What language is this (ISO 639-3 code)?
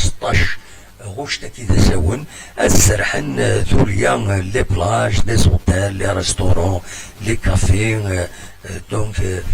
kab